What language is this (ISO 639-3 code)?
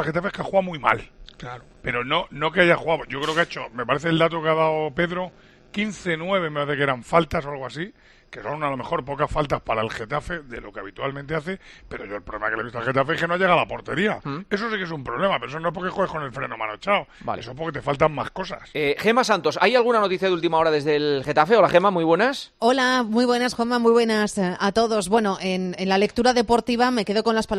spa